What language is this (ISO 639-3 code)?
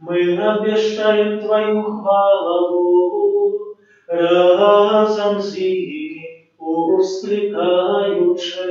bel